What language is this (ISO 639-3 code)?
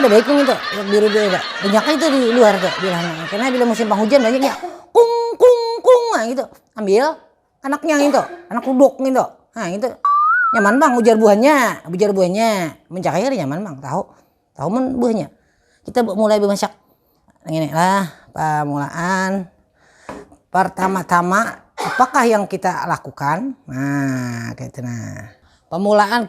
bjn